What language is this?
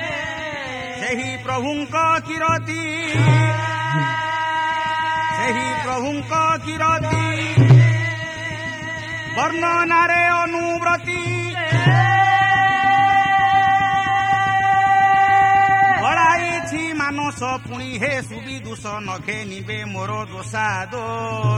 Odia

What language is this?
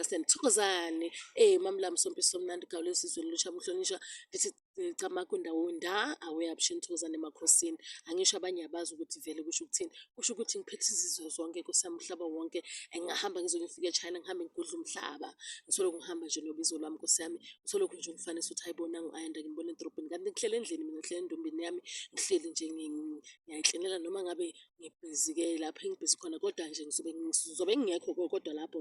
Zulu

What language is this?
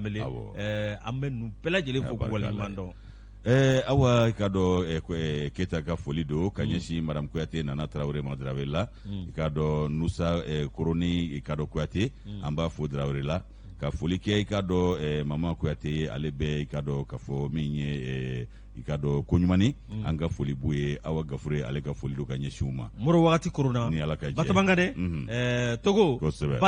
Bambara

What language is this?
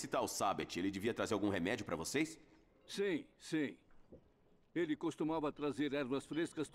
Portuguese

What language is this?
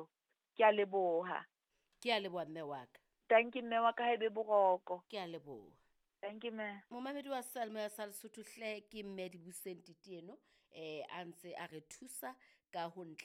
Southern Sotho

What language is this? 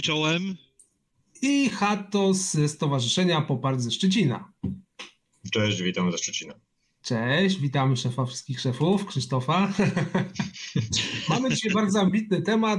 Polish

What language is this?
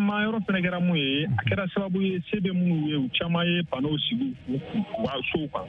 Bambara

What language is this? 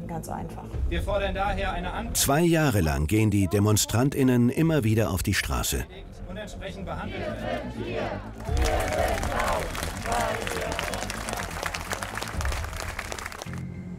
German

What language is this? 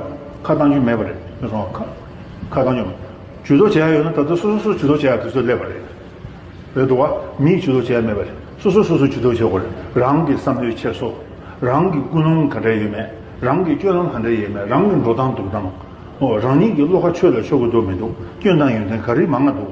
Tibetan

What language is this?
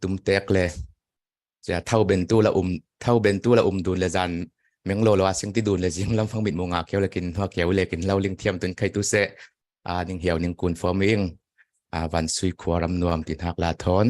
Falam Chin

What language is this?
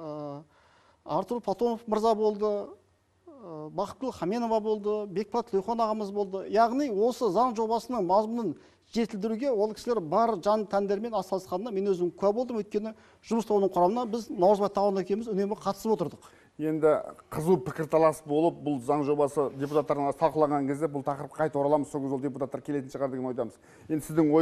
Kazakh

